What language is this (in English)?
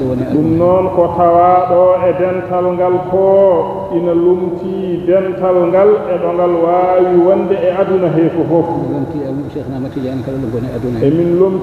Fula